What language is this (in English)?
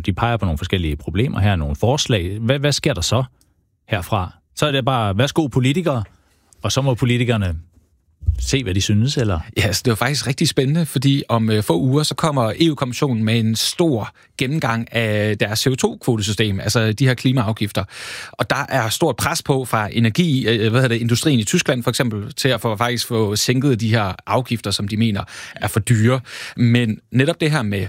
Danish